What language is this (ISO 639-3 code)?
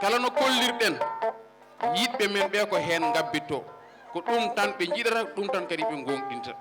ful